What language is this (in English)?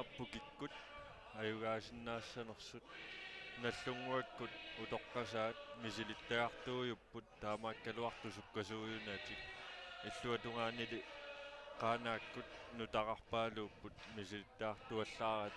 Kalaallisut